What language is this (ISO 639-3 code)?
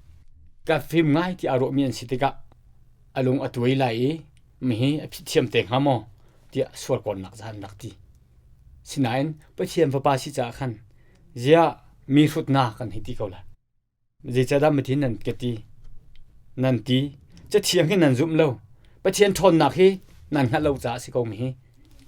cnh